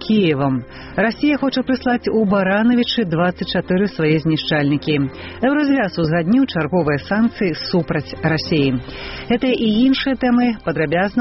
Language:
Belarusian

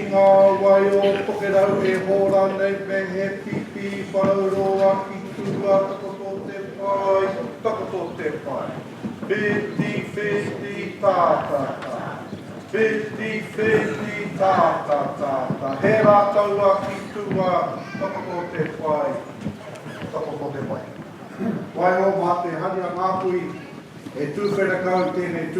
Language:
Māori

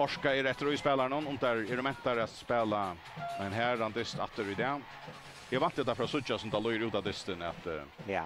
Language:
Faroese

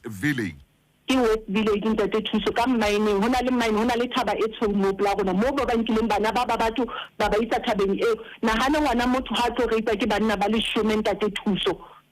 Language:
Southern Sotho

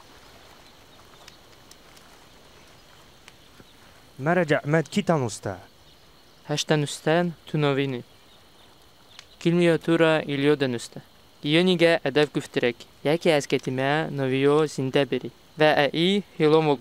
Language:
Judeo-Tat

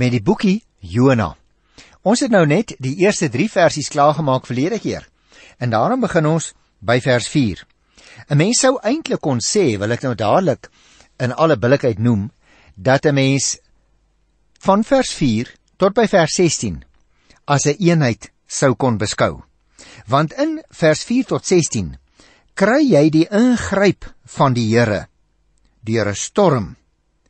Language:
Afrikaans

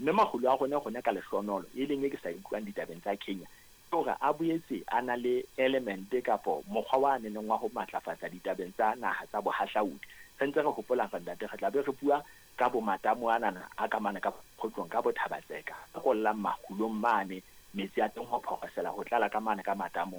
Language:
Southern Sotho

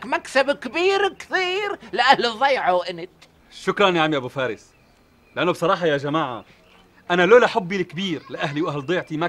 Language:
North Levantine Arabic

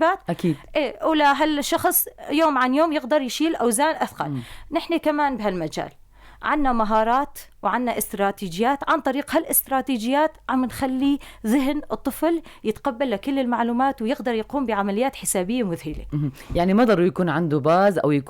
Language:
North Levantine Arabic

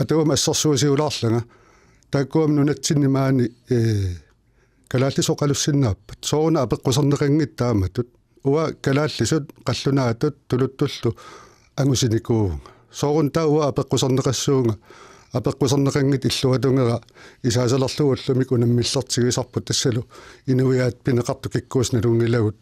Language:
Kalaallisut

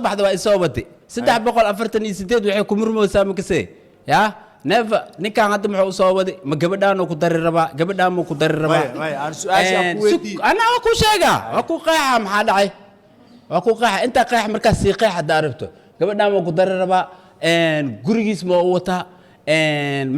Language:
Somali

